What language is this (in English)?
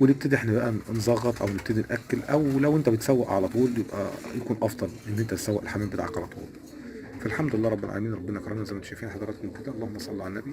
Egyptian Arabic